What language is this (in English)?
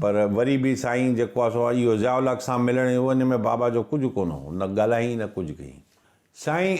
Sindhi